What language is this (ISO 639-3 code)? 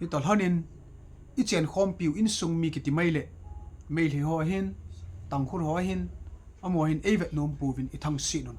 tcz